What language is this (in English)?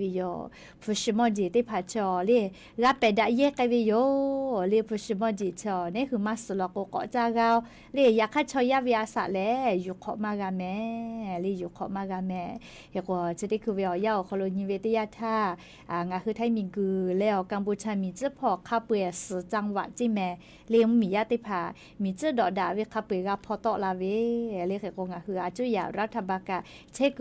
Lahu